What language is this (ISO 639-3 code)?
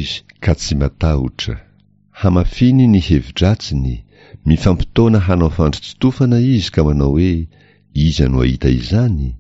mlg